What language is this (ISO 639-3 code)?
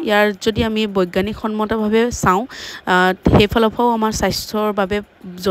asm